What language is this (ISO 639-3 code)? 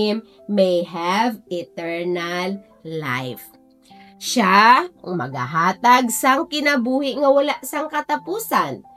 hil